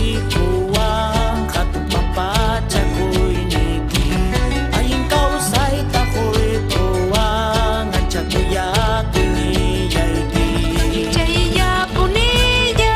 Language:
Ayacucho Quechua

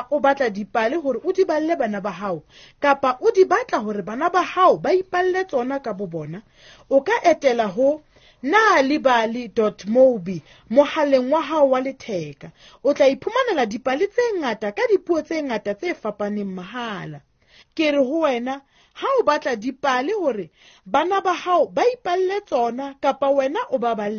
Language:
Southern Sotho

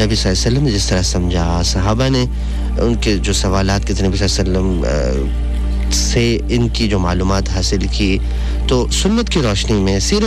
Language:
Urdu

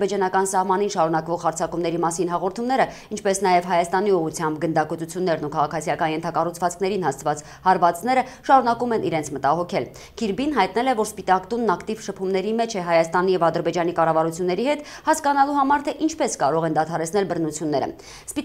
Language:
Armenian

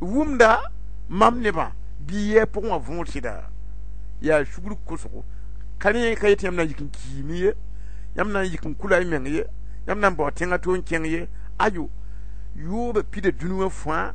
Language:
Mossi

